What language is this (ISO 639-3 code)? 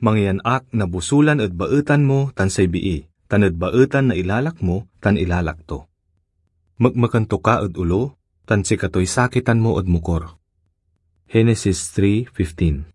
pag